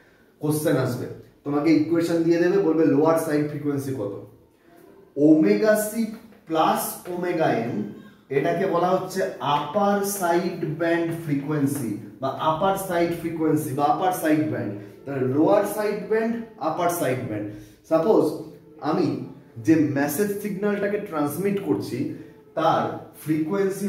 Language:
Bangla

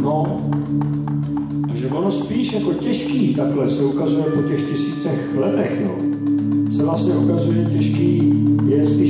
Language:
Czech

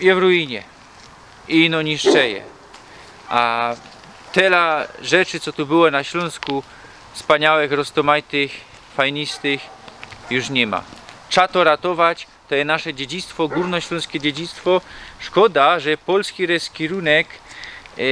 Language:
Silesian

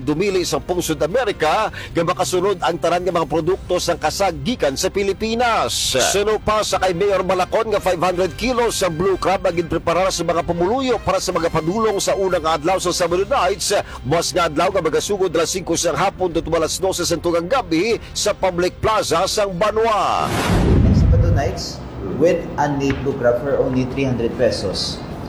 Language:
Hiligaynon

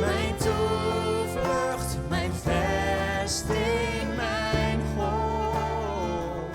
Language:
Western Frisian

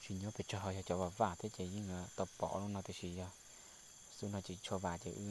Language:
Hmong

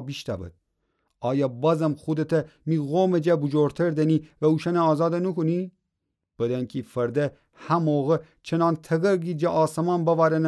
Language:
Gilaki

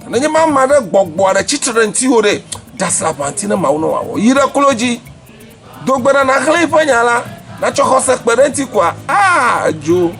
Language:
Ewe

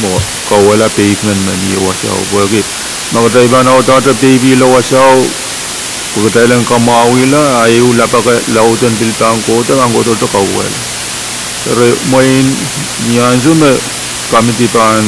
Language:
Pohnpeian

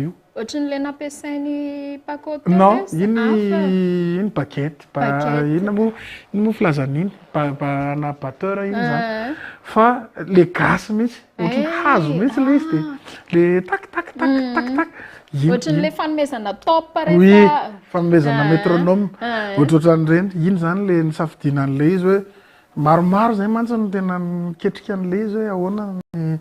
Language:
Malagasy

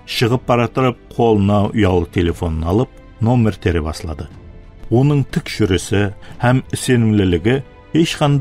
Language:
Kara-Kalpak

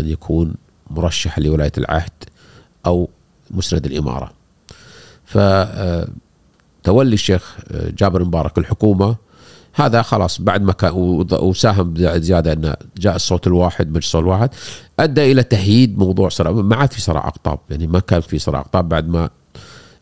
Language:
Gulf Arabic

